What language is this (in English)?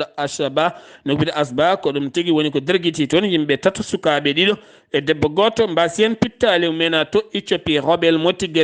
Fula